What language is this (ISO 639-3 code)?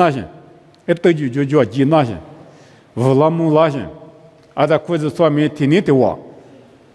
lis